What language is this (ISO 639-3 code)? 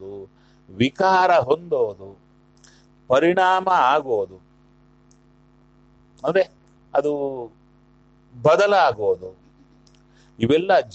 kan